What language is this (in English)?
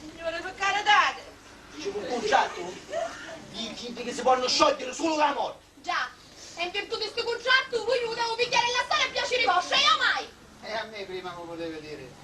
Sicilian